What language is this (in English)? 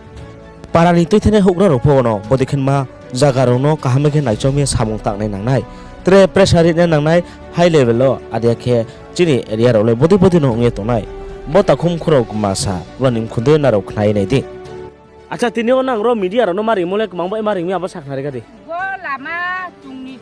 Riang (India)